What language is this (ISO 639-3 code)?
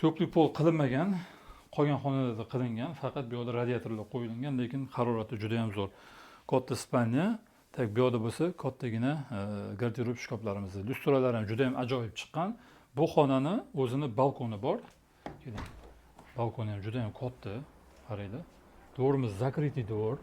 uzb